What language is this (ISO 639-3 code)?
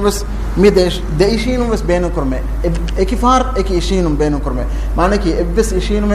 div